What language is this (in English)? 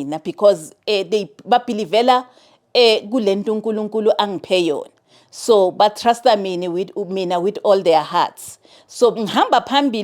Zulu